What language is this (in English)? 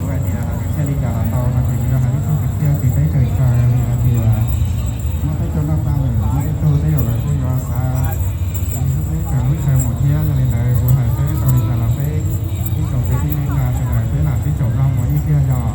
Hmong